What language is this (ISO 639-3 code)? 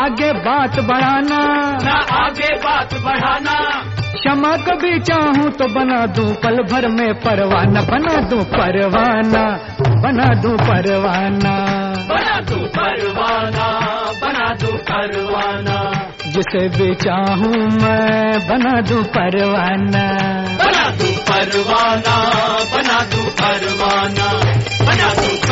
hin